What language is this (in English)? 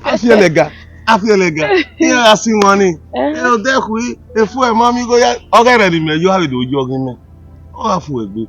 Bini